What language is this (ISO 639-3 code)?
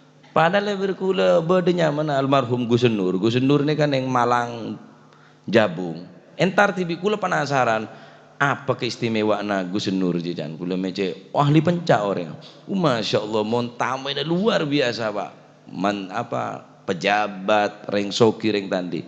mad